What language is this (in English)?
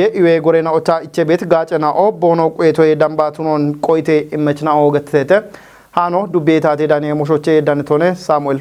Kafa